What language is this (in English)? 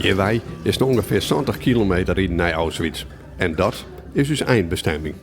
Western Frisian